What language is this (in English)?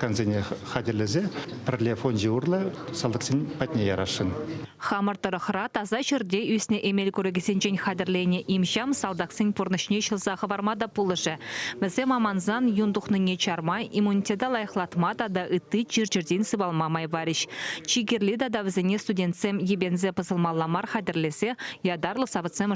Chuvash